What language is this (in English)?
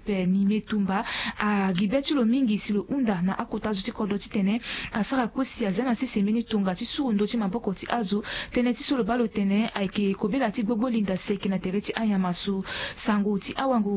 Sango